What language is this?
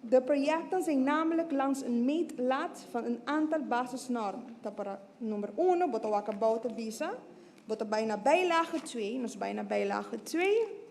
Papiamento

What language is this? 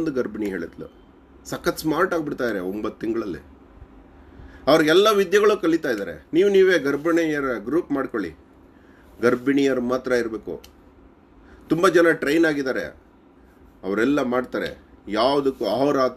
Kannada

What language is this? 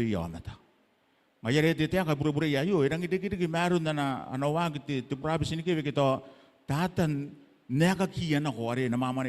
Gilbertese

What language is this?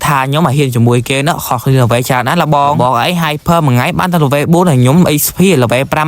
Khmer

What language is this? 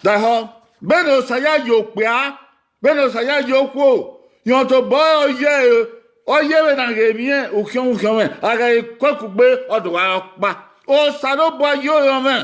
Bini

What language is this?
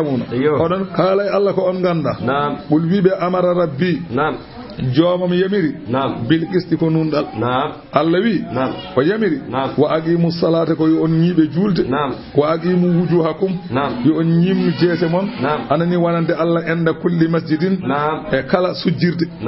Fula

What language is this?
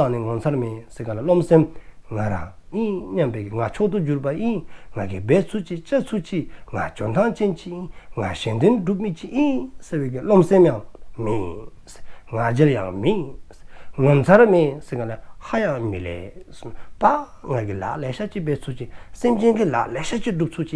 Dzongkha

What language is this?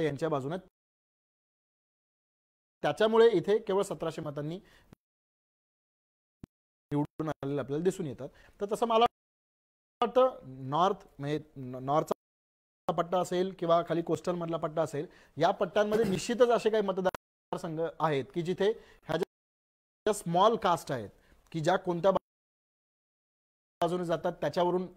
Marathi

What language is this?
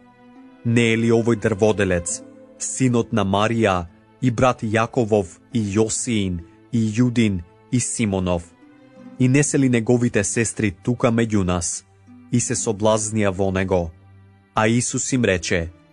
Macedonian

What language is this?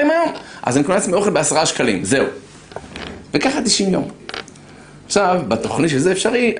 Hebrew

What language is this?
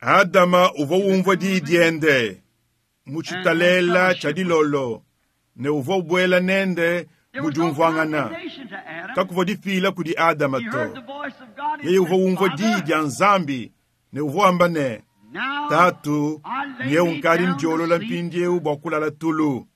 Luba-Lulua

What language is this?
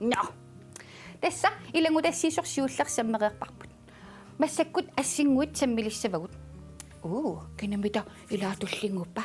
Kalaallisut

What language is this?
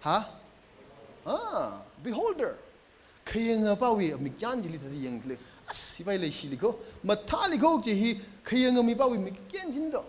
Tangkhul Naga (India)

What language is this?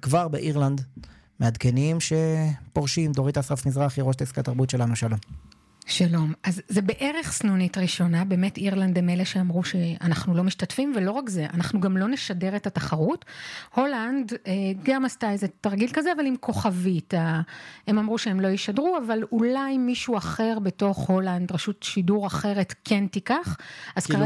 Hebrew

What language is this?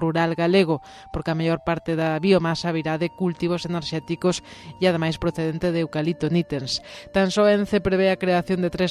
Galician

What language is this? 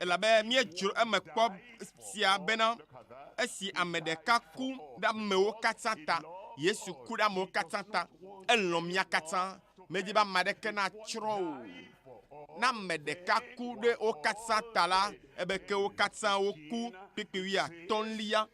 Ewe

